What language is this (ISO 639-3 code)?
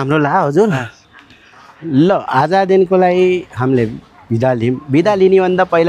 nep